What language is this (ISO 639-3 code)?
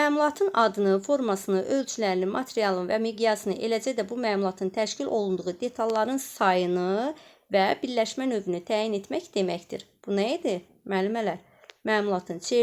aze